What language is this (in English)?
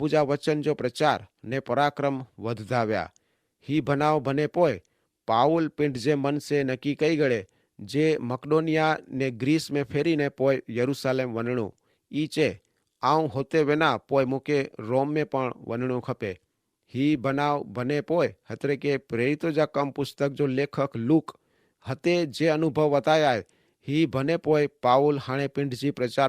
Kachhi